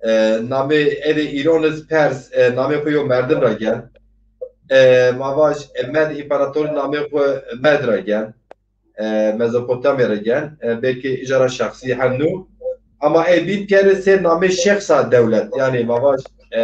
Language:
Zaza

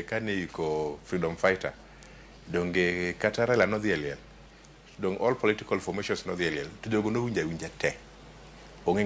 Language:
Luo (Kenya and Tanzania)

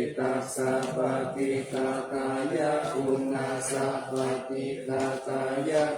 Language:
Pali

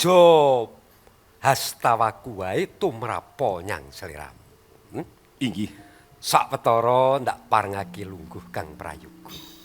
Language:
Javanese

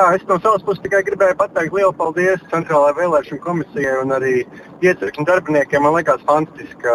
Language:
Latvian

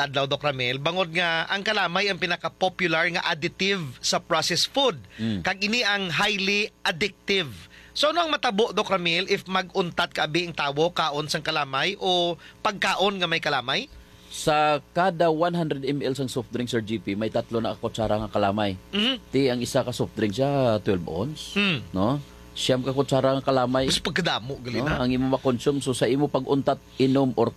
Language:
Hiligaynon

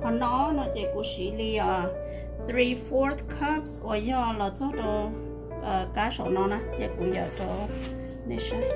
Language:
Hmong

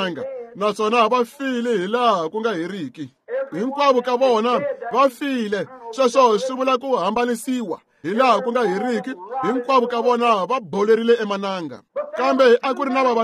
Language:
Tsonga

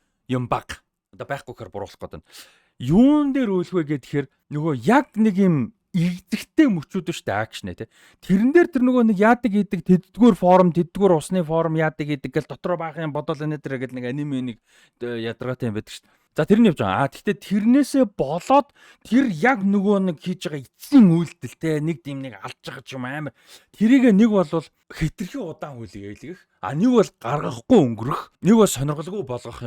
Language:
Mongolian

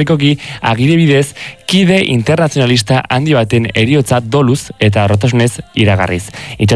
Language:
Basque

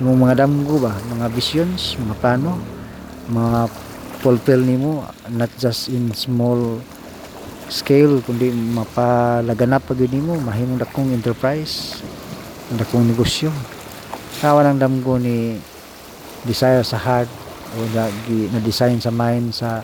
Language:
Cebuano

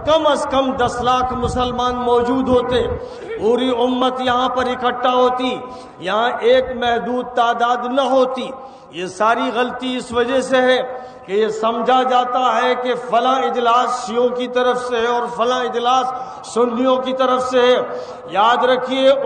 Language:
Urdu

